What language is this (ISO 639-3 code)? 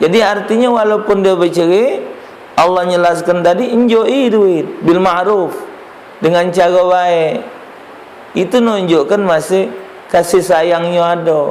mui